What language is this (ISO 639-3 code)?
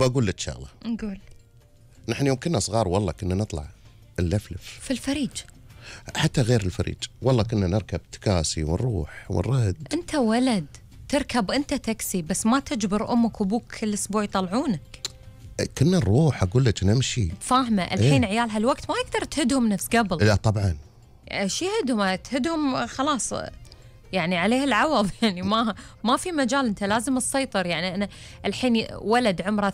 afb